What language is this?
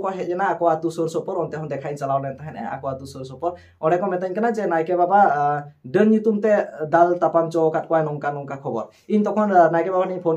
Santali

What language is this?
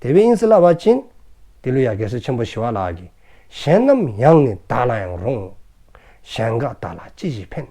Dzongkha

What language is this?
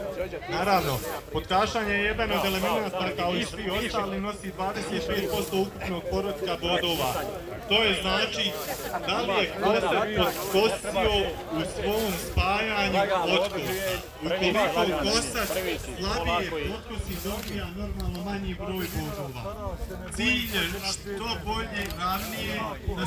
Croatian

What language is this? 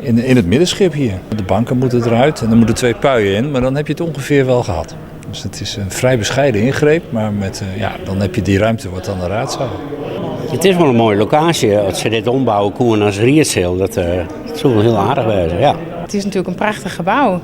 Western Frisian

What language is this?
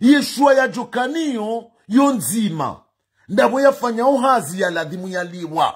Ngazidja Comorian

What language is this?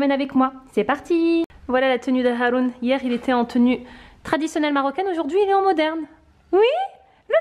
French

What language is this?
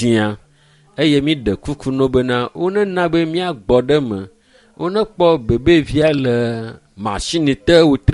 Ewe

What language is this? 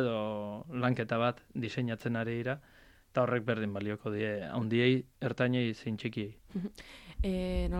Basque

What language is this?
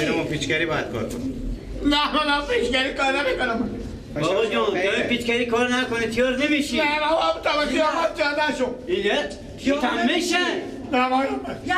Persian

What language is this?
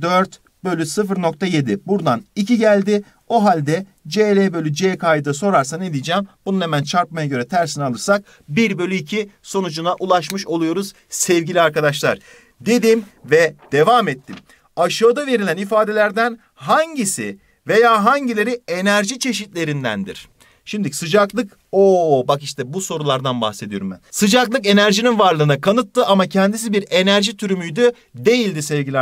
Turkish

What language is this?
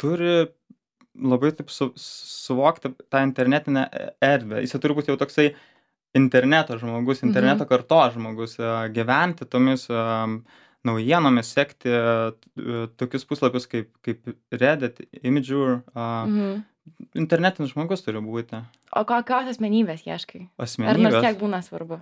Lithuanian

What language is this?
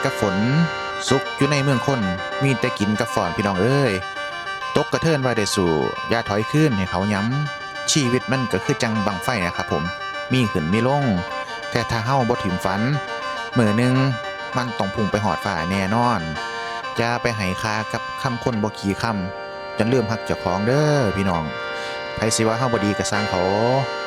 Northeastern Thai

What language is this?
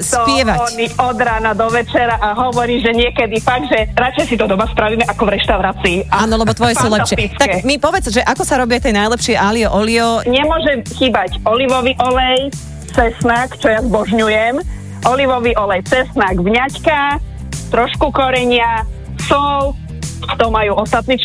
Slovak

